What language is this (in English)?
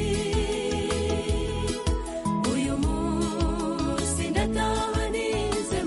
Kinyarwanda